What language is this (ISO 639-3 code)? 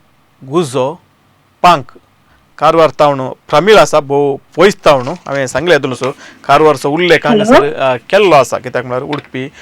kok